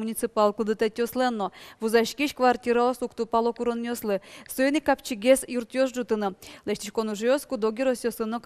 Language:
Udmurt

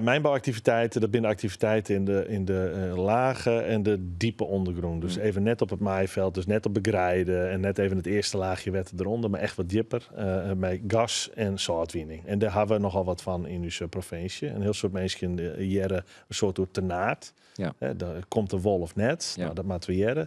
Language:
Western Frisian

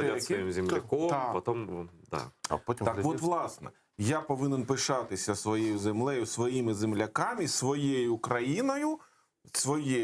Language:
Crimean Tatar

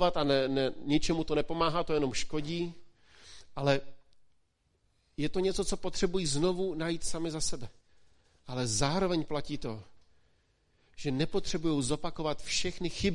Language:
Czech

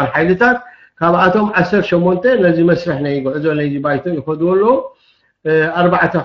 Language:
Tigrinya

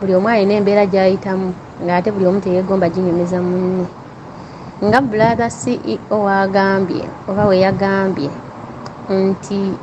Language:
Ganda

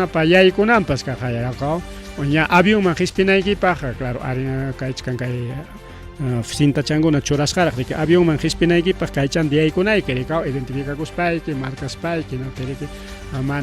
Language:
Ayacucho Quechua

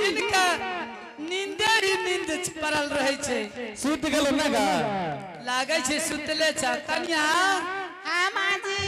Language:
Angika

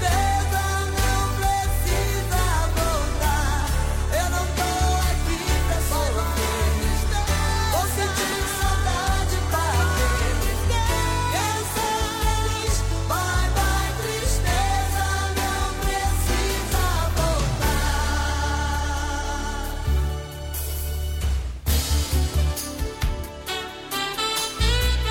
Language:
Portuguese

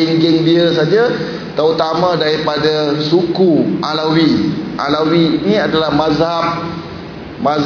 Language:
Malay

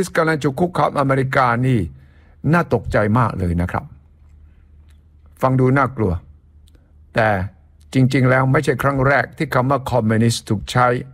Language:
Thai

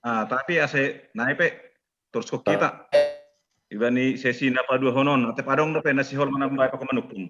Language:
Batak Simalungun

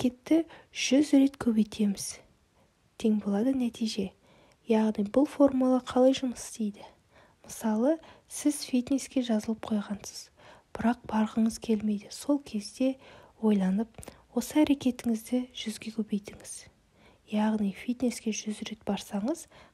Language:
Kazakh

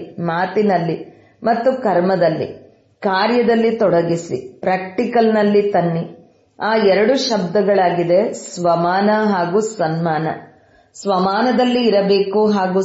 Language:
Kannada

